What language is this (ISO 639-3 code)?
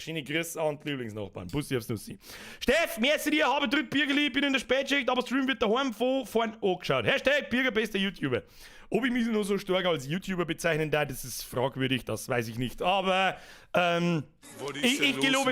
bar